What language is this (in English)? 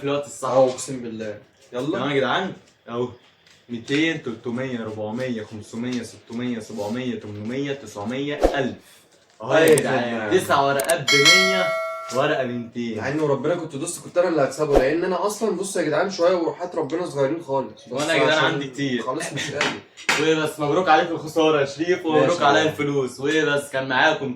Egyptian Arabic